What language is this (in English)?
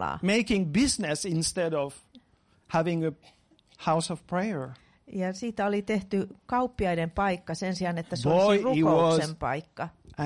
Finnish